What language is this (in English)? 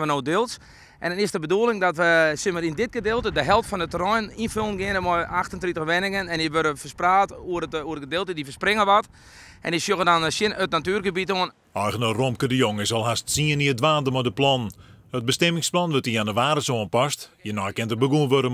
Western Frisian